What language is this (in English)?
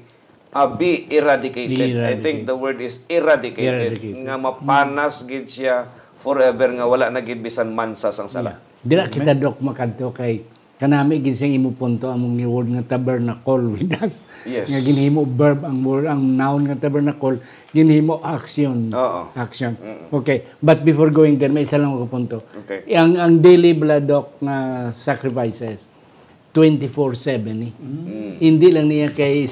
Hiligaynon